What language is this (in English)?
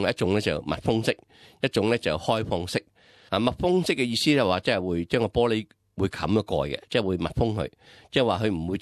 Cantonese